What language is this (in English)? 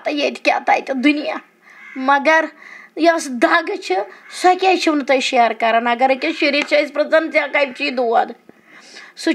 Kashmiri